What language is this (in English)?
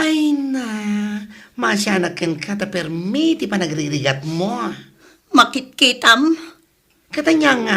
Iloko